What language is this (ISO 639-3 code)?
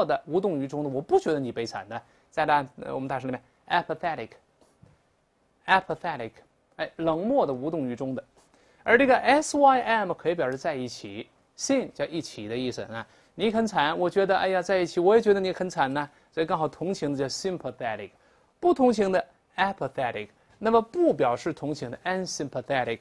zho